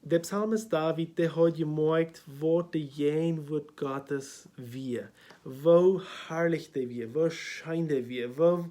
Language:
Plautdietsch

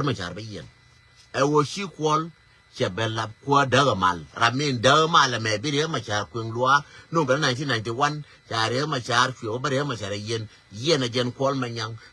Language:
Nuer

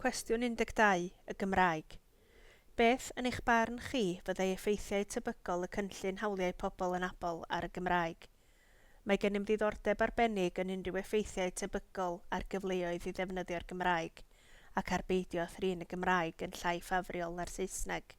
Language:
Welsh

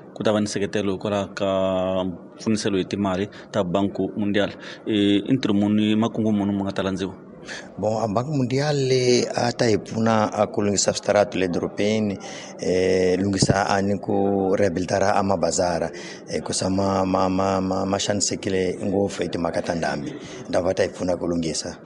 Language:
Tsonga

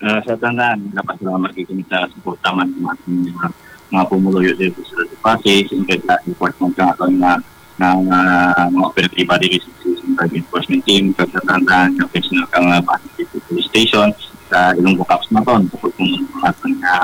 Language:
Hiligaynon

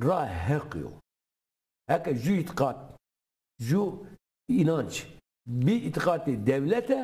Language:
Zaza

